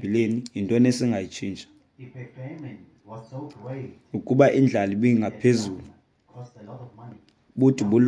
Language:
Xhosa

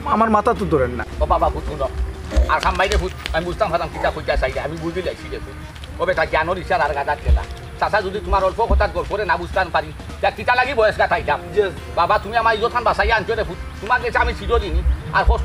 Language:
Sylheti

